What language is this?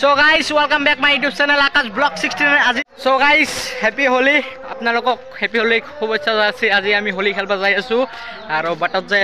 Assamese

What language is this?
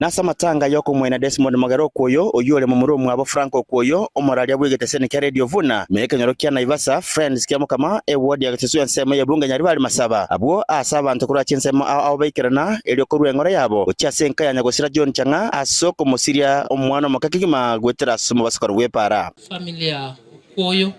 Gusii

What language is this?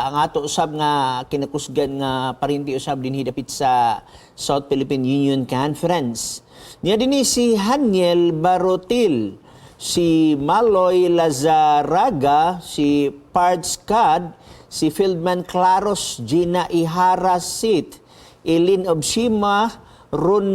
Cebuano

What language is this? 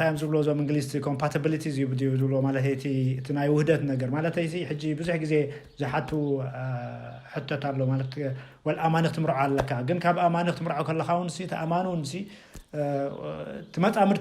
Tigrinya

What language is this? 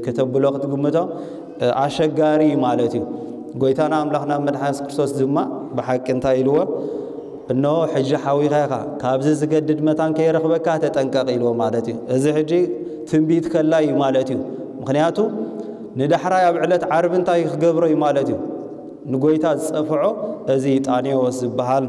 Tigrinya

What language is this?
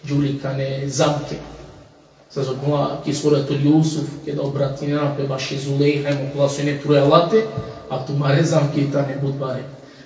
Balkan Romani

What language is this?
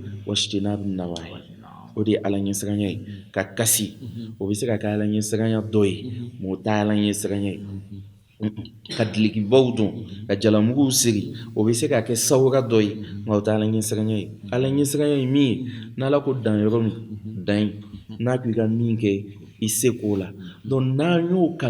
Bambara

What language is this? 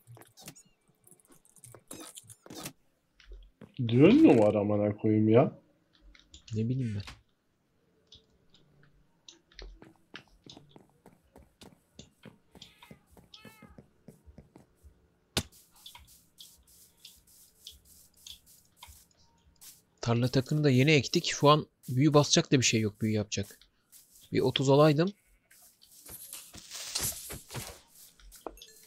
Turkish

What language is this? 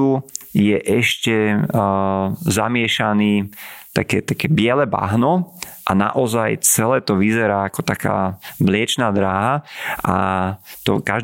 Slovak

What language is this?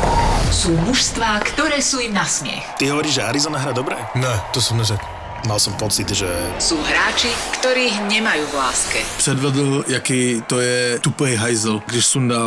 Slovak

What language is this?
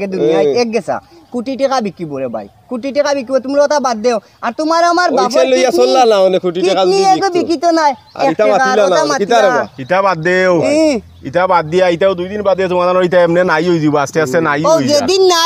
Sylheti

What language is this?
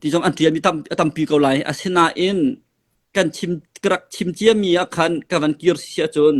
Hakha Chin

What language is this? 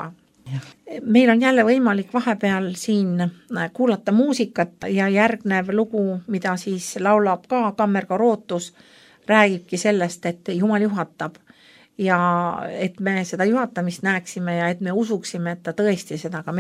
Estonian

